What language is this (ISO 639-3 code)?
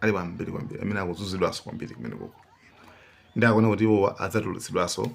nya